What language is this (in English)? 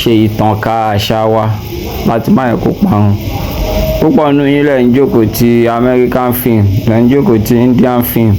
Yoruba